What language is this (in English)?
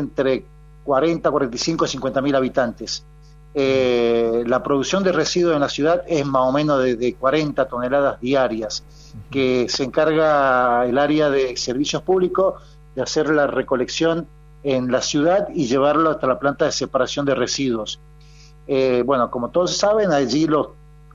Spanish